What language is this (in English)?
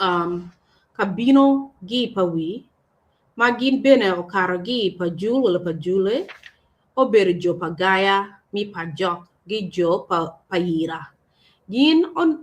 Acoli